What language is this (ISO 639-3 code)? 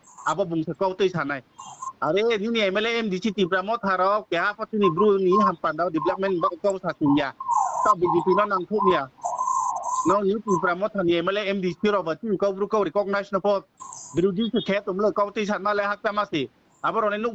ria